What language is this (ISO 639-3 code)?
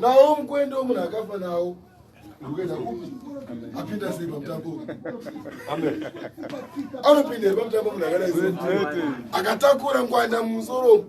sna